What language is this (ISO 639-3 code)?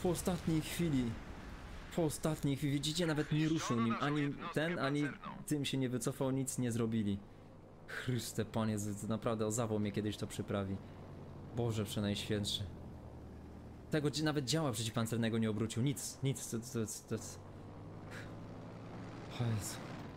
pol